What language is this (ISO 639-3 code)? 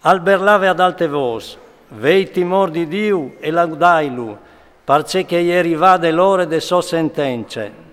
fur